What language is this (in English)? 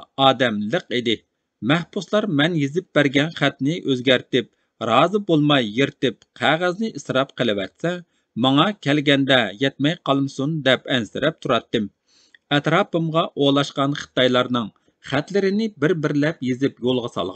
Uyghur